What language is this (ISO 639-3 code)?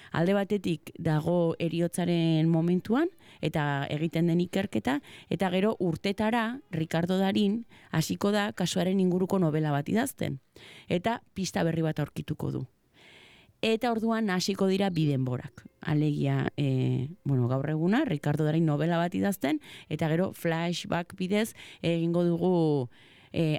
eus